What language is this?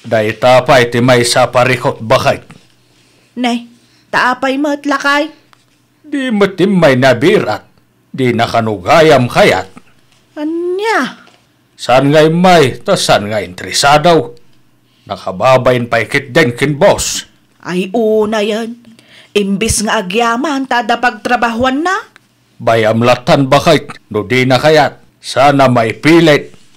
Iloko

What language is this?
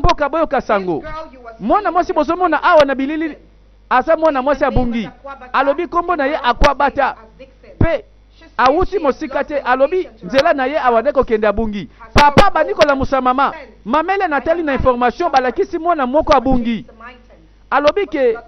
Lingala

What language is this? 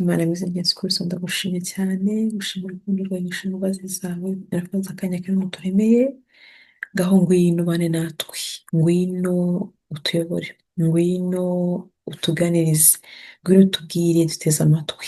Kinyarwanda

